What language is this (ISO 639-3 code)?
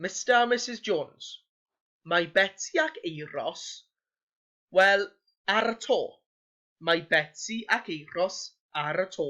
cym